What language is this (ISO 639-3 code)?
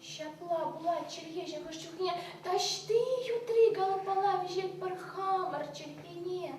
chv